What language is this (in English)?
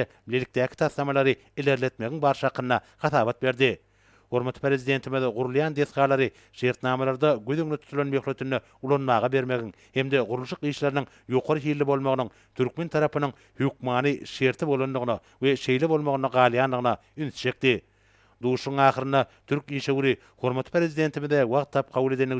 Turkmen